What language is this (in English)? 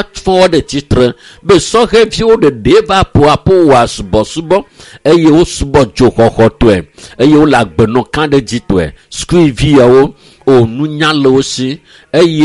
Ewe